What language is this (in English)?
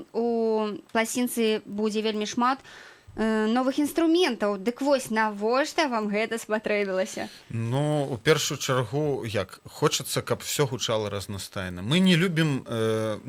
Belarusian